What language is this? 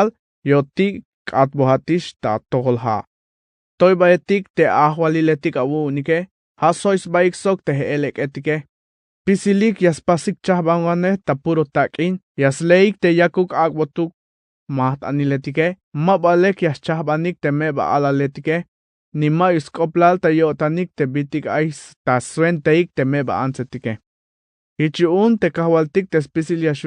Tzeltal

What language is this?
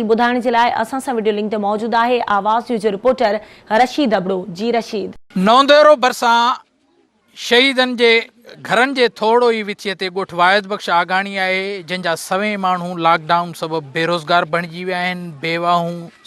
Sindhi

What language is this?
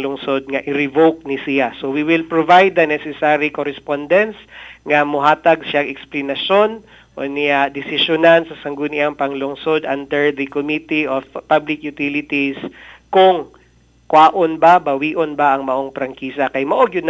Cebuano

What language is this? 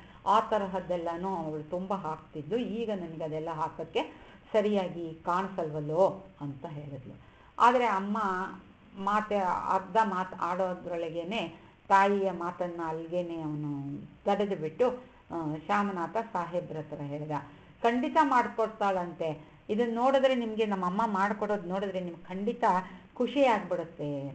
Kannada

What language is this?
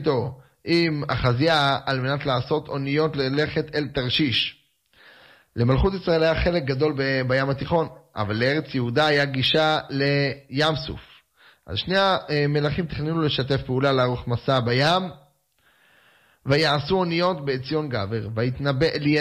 Hebrew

